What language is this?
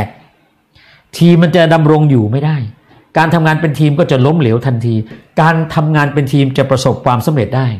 Thai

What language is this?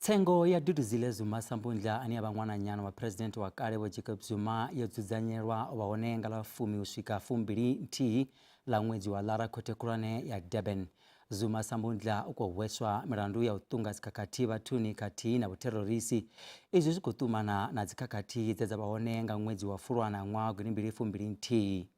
Venda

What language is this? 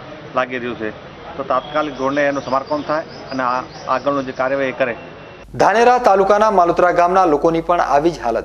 Gujarati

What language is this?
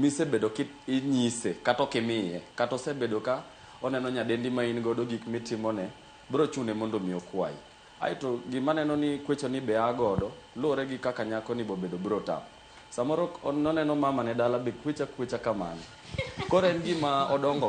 Luo (Kenya and Tanzania)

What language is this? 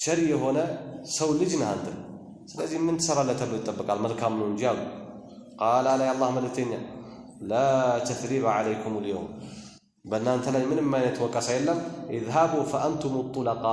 Amharic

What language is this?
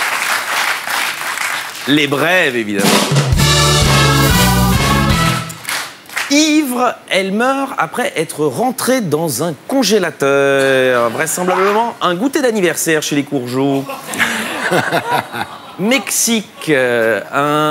French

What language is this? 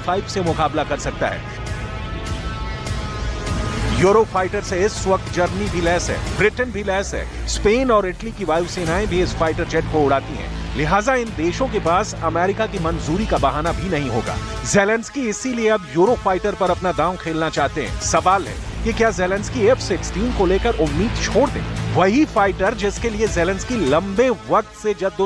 Hindi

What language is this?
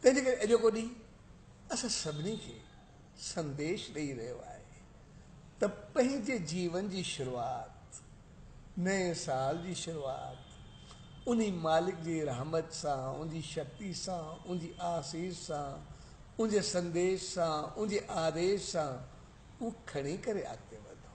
Sindhi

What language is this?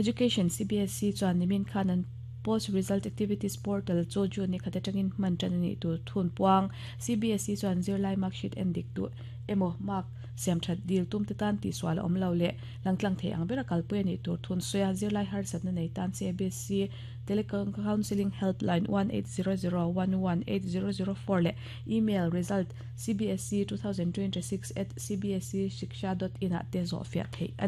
Mizo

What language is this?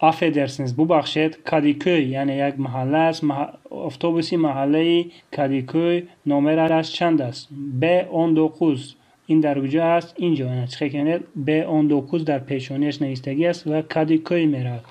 Tajik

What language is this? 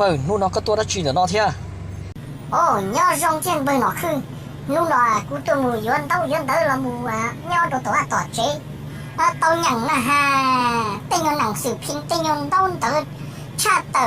Hmong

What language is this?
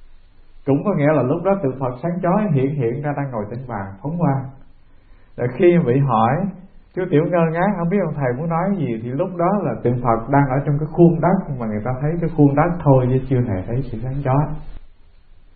Vietnamese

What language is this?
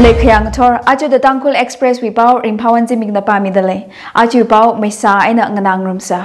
Tangkhul Naga (India)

